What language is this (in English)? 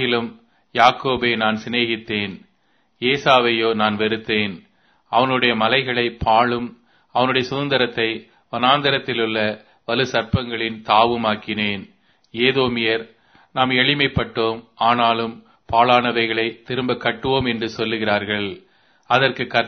Tamil